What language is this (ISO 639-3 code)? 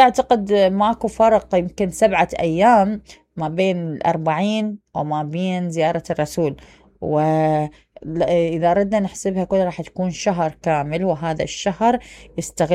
acm